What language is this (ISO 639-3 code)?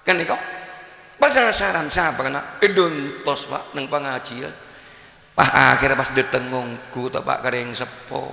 mad